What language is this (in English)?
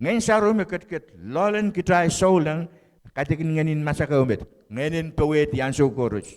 Pohnpeian